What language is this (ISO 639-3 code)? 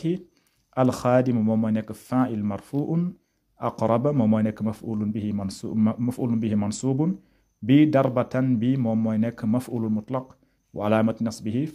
wol